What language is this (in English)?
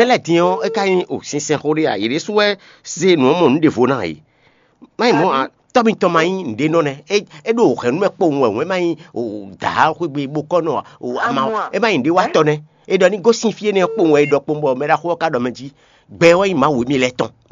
Fon